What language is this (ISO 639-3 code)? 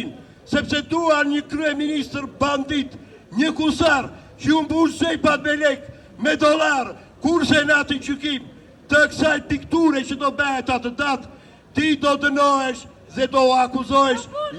sqi